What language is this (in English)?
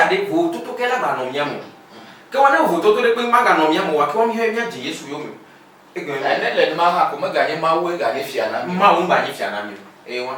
Ewe